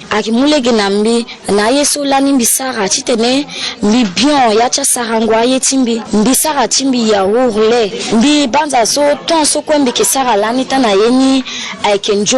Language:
Sango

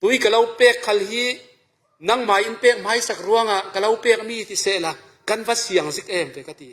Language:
Falam Chin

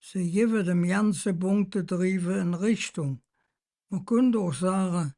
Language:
Colognian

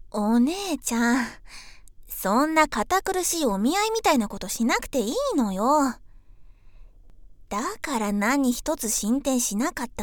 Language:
Japanese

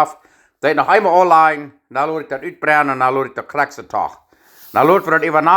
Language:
Plautdietsch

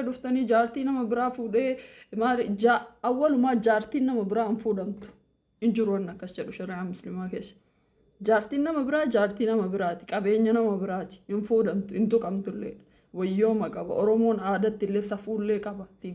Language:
Oromo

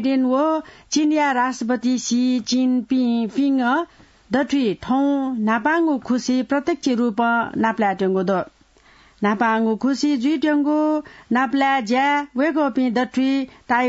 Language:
Newari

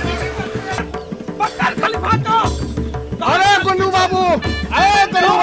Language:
Maithili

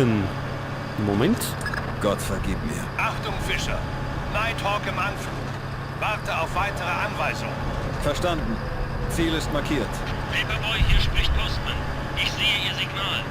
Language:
Bavarian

